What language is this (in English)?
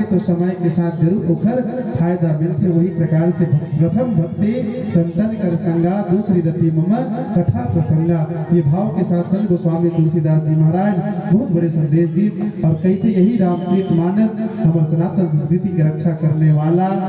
Chhattisgarhi